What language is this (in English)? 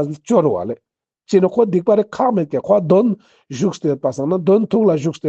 Ladakhi